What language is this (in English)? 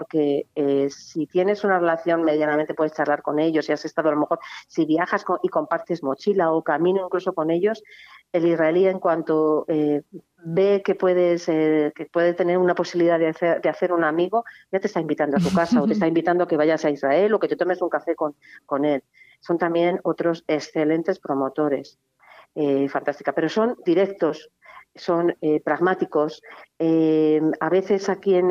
Spanish